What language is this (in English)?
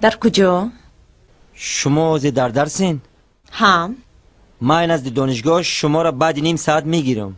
Tajik